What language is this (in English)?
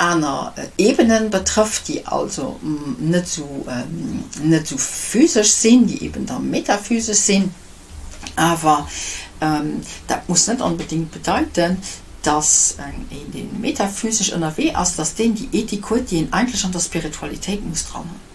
Luxembourgish